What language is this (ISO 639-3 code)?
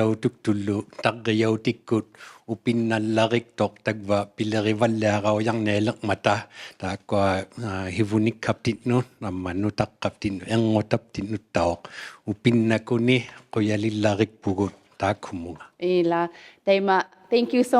iku